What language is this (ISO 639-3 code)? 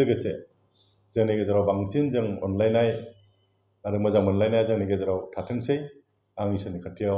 brx